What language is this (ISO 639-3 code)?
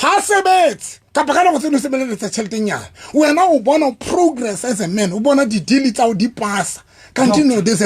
sot